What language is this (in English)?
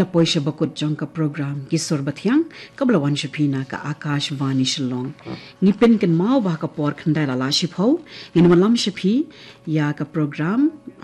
Khasi